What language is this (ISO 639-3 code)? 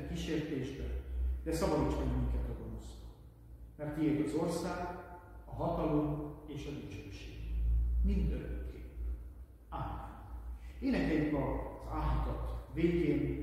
hun